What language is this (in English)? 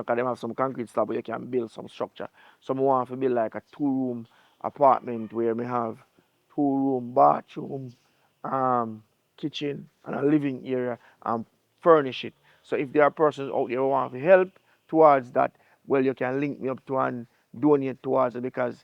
Jamaican Creole English